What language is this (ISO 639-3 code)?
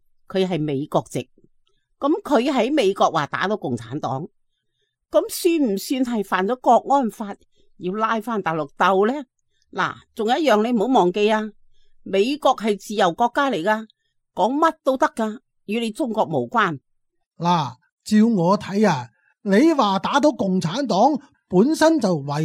yue